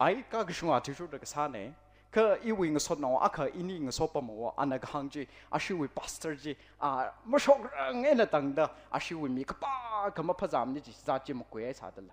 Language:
Tangkhul Naga (India)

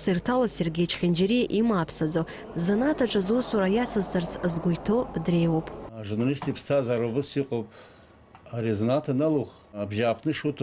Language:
Abkhazian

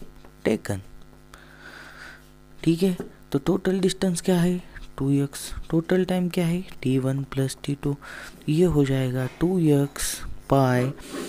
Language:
Hindi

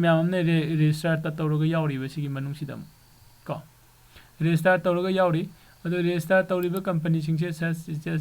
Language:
Manipuri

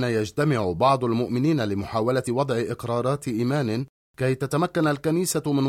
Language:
Arabic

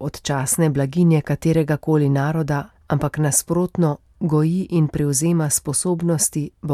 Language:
Slovenian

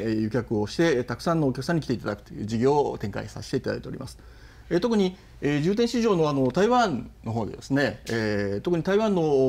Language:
Japanese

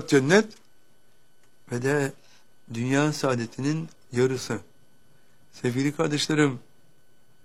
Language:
Turkish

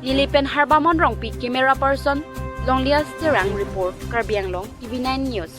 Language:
Karbi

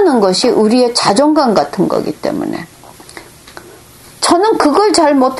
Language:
Korean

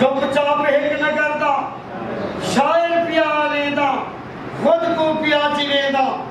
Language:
Saraiki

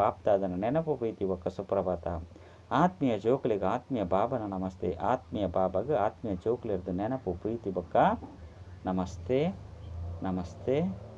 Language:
Tulu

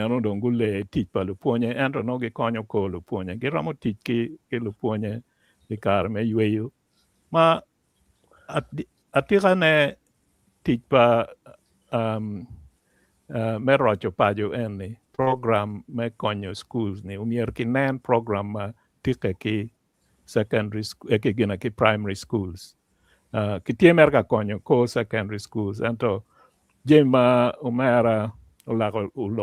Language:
Acoli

